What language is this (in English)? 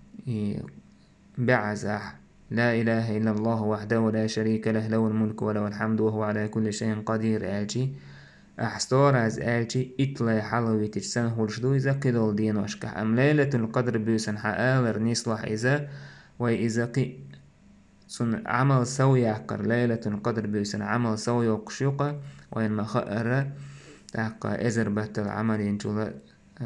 Chechen